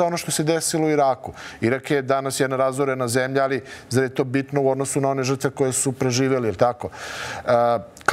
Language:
Serbian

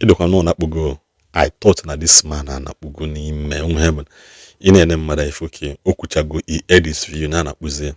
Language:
Igbo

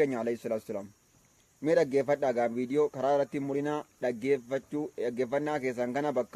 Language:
Oromo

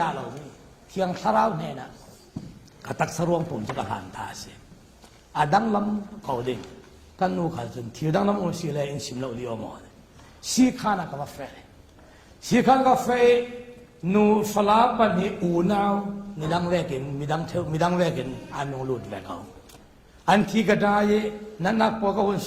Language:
Falam Chin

